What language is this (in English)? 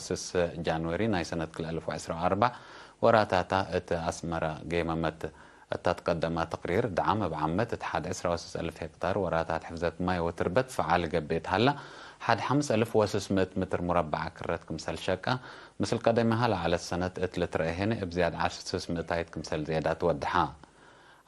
Tigre